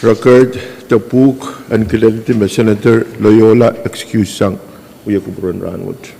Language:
Pohnpeian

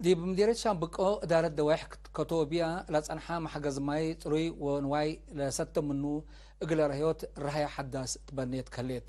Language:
Tigre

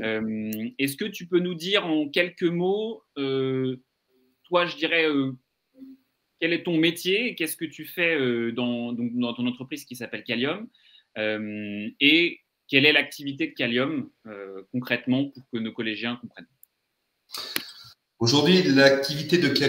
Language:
French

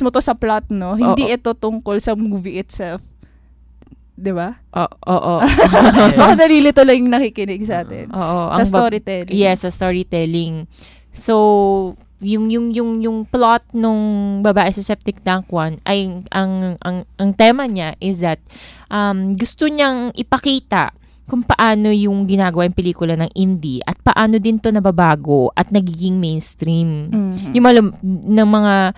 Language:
Filipino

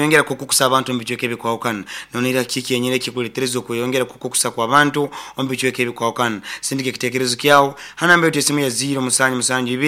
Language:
Nyoro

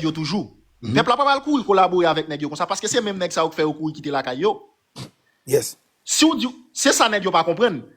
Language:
Haitian Creole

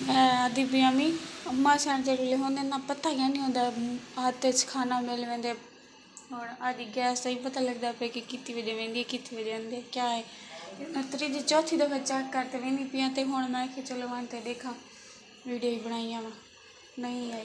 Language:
Saraiki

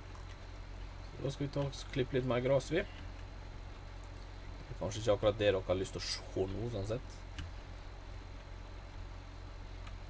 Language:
Norwegian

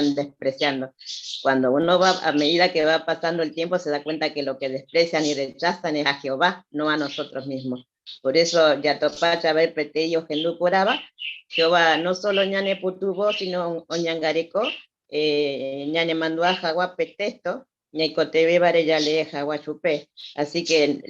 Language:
Guarani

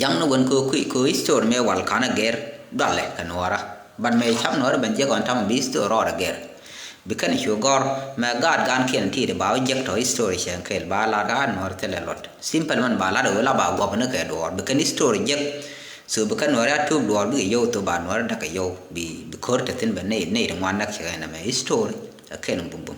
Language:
Nuer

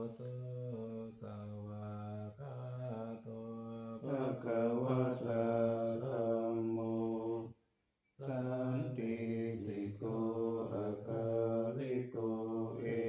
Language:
Pali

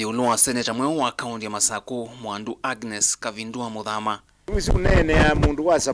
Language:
Kamba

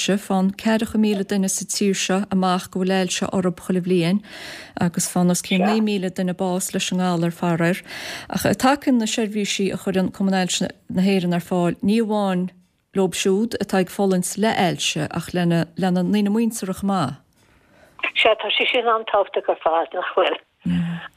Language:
Irish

